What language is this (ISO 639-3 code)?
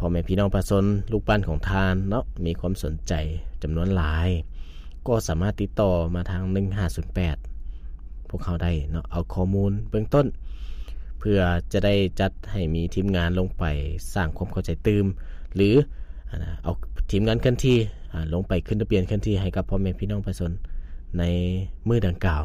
lao